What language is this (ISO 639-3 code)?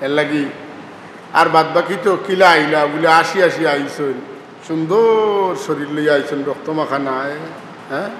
syl